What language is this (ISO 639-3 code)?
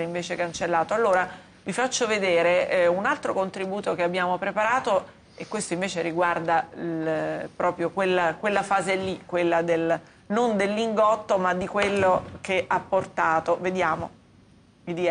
ita